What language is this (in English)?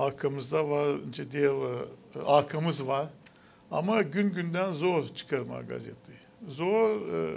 Gagauz